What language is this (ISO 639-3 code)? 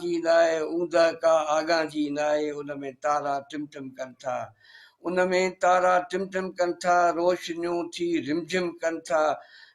snd